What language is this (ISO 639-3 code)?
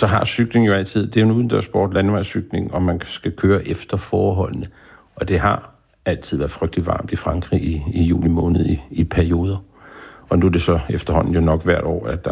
dan